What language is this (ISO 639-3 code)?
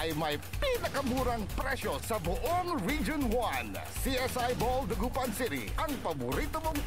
pag